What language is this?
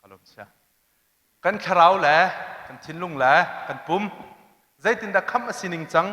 Hakha Chin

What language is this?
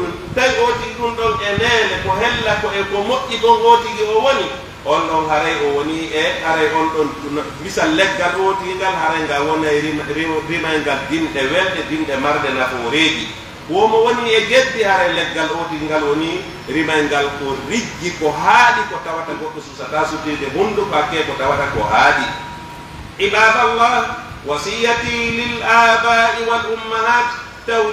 Fula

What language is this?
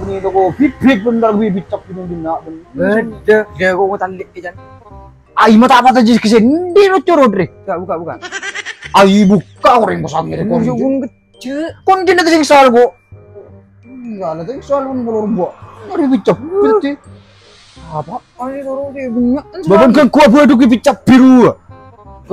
Madurese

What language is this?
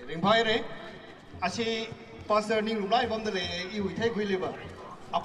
Tangkhul Naga (India)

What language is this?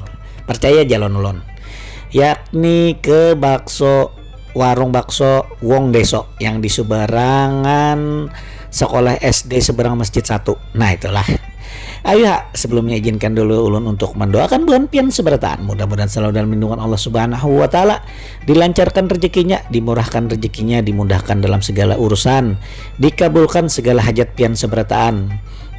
Banjar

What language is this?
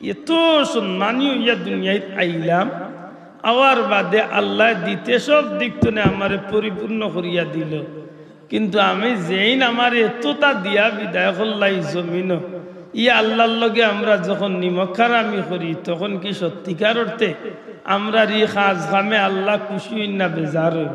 Sylheti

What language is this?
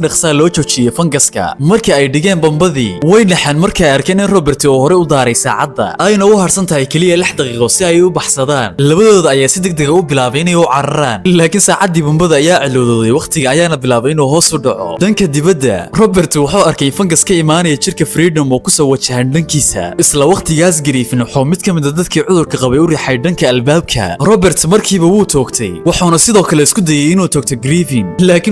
Somali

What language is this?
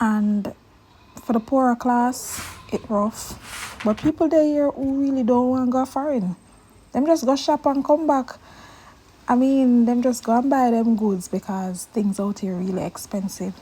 Jamaican Creole English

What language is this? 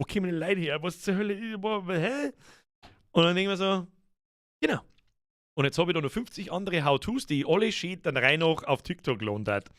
Bavarian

